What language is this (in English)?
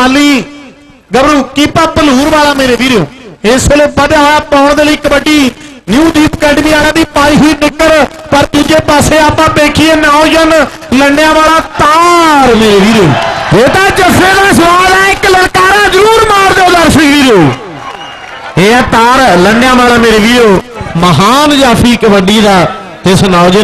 Punjabi